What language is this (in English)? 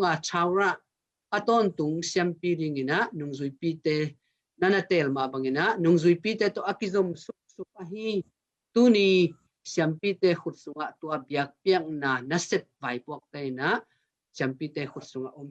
Tedim Chin